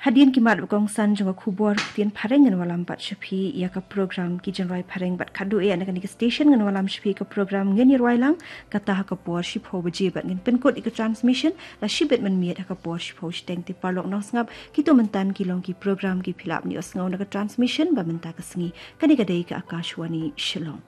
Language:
Khasi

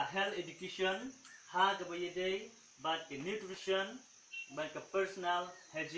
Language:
Khasi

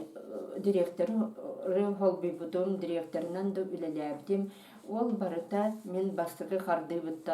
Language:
Yakut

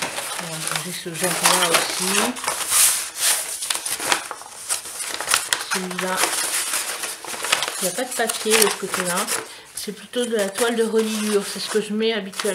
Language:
French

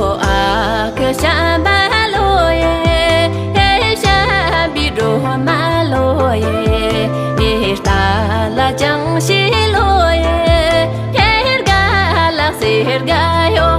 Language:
Tibetan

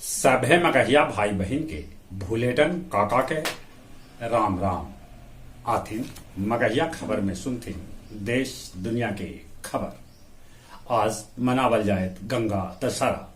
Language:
Magahi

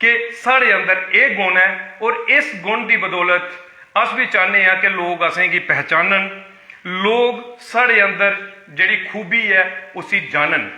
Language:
Dogri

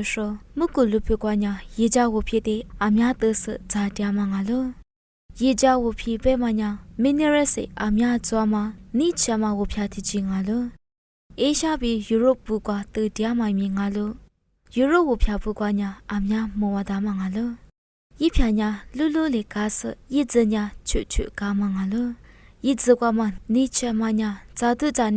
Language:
Lisu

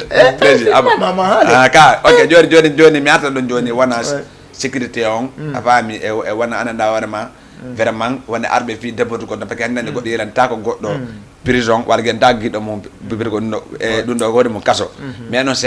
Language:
Fula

